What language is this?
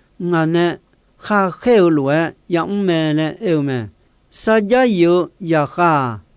Akha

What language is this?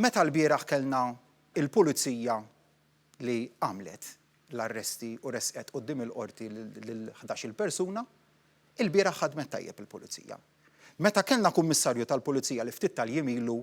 Maltese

